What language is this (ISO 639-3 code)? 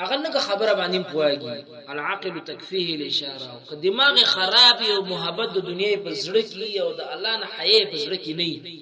pus